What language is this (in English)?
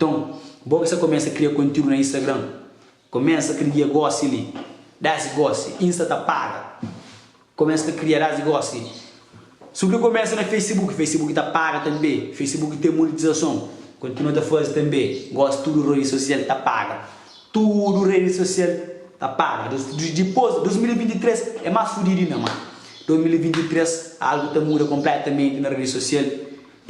Kabuverdianu